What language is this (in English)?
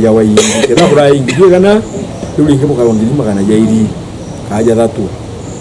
Meru